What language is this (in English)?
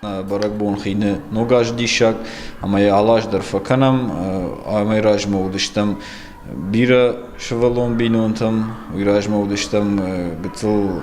Ossetic